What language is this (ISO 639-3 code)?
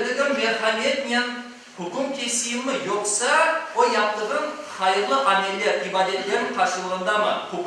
crh